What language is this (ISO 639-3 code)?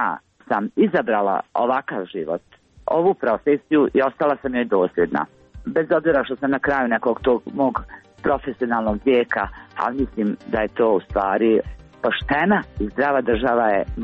hrv